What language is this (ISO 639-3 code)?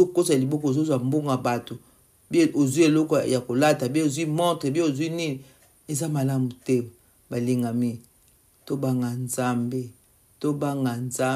lin